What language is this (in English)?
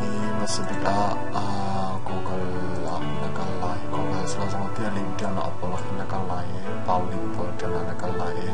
Hakha Chin